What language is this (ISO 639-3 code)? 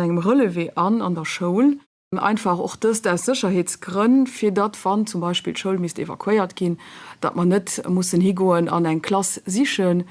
ltz